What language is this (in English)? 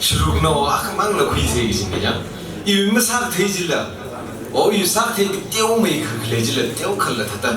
Tangkhul Naga (India)